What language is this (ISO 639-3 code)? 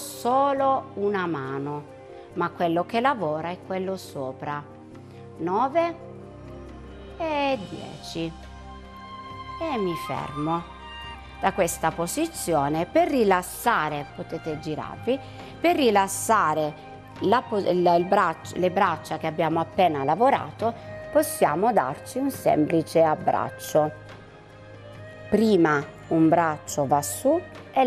ita